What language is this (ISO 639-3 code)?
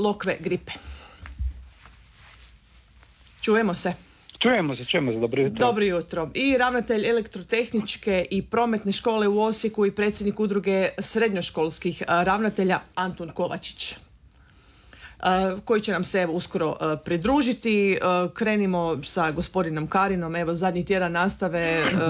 hrv